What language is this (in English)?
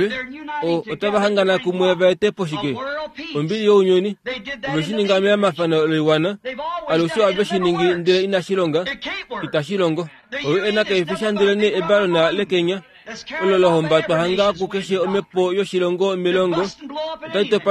Kuanyama